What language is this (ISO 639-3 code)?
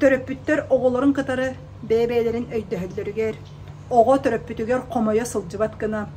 sah